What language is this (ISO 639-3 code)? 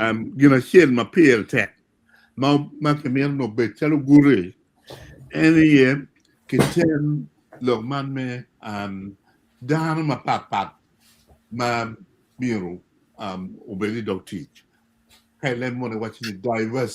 ach